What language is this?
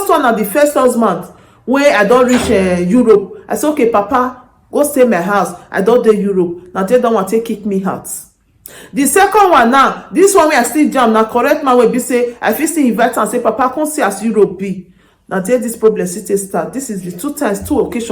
Nigerian Pidgin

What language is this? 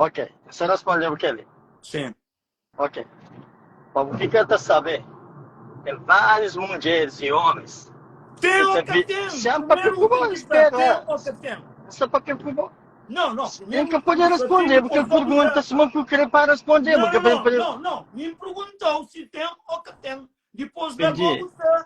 Kabuverdianu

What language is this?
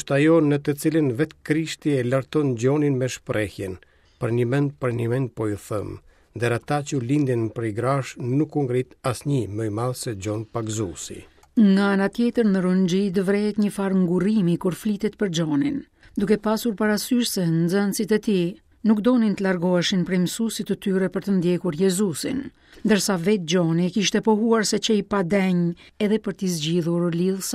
Albanian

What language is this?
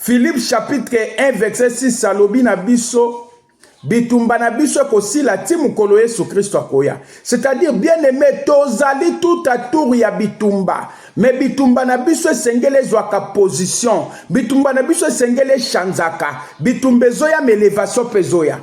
Lingala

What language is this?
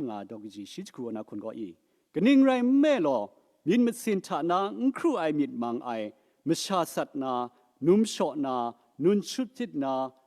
Kachin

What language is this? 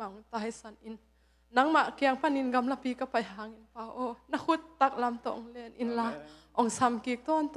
Tedim Chin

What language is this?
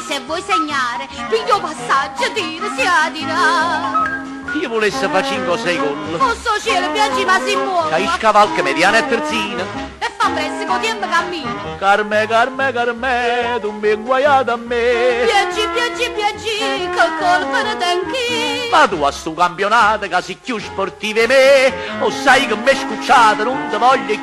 Neapolitan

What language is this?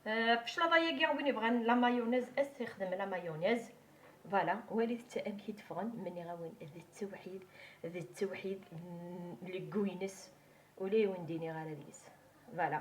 Kabyle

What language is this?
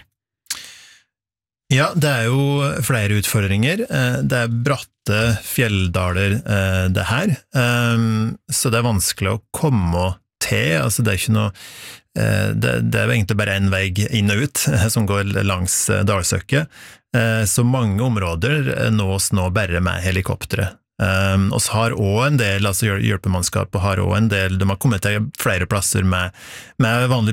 Norwegian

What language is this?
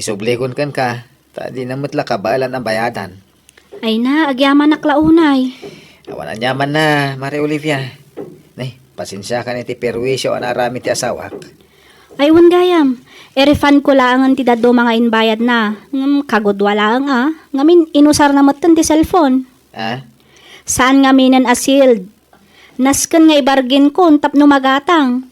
Iloko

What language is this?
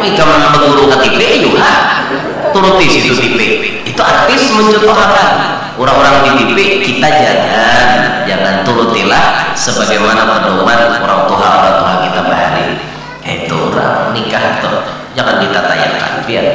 Banjar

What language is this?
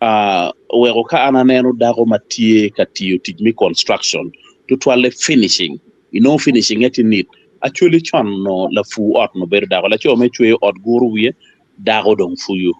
Acoli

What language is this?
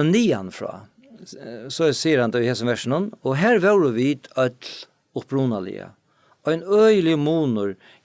Faroese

